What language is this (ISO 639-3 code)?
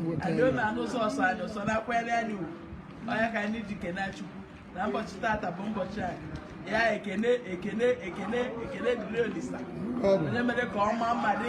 ibo